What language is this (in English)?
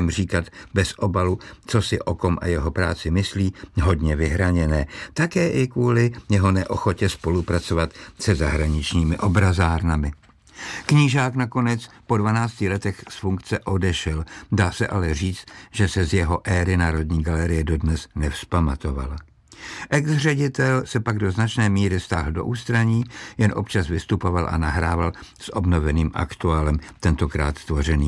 Czech